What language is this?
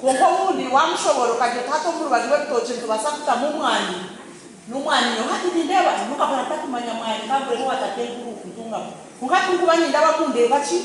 Nyankole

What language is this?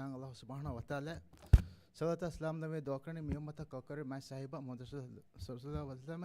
Divehi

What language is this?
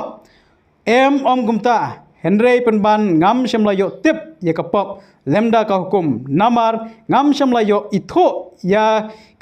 Khasi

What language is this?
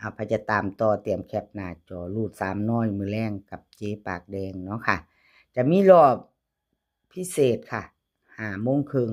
Northeastern Thai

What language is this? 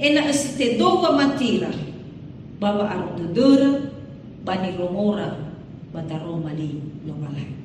Nias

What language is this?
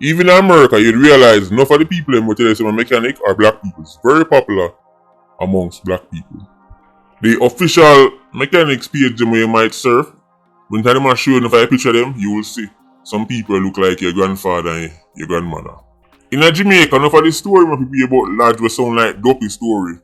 Jamaican Creole English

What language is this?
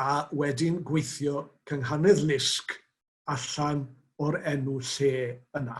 Welsh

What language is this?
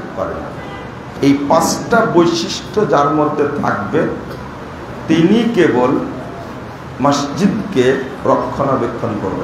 Bangla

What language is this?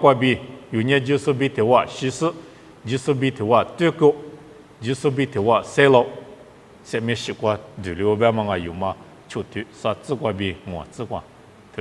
Lisu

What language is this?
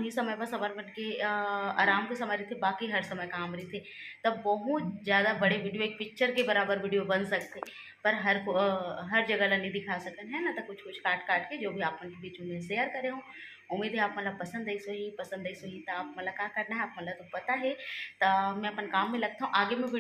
Chhattisgarhi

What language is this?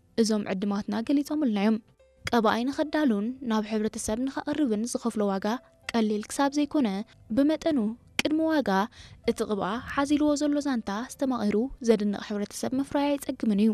Tigrinya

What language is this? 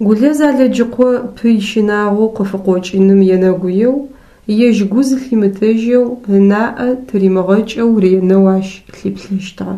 Adyghe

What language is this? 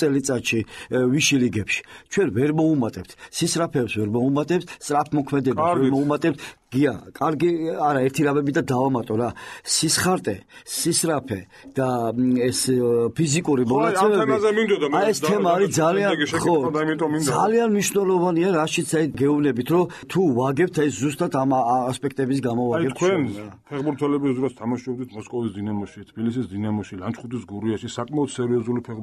Georgian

